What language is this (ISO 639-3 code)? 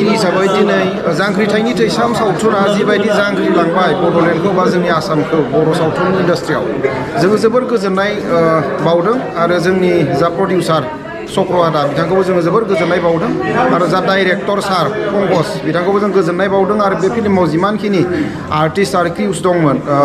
brx